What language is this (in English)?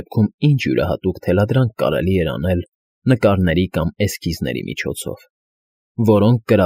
Armenian